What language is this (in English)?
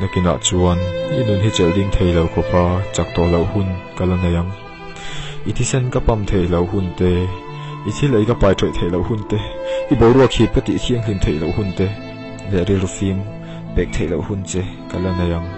Mizo